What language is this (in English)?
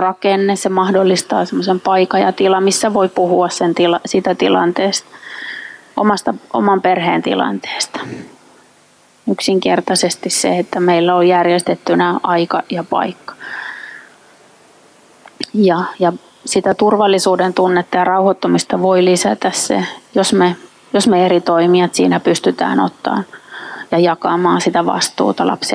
Finnish